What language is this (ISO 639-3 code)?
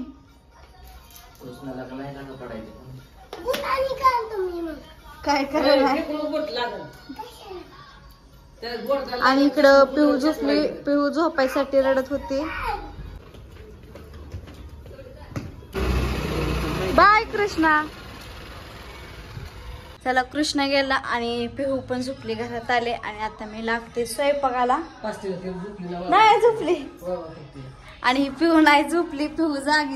mar